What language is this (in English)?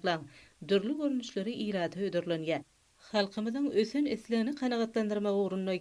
Turkmen